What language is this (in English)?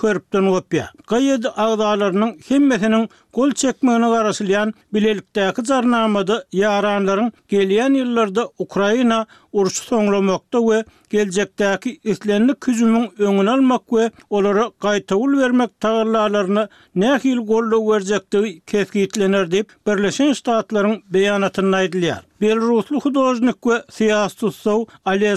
Turkmen